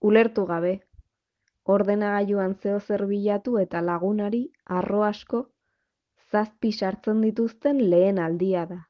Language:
Basque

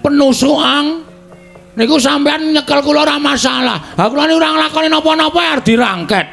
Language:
Javanese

